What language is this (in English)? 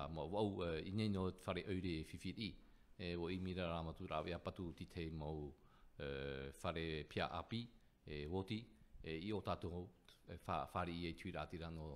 Tahitian